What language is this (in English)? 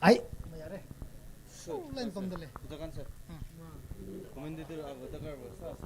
Tangkhul Naga (India)